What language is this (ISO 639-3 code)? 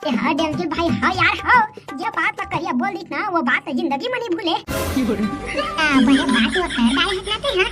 hne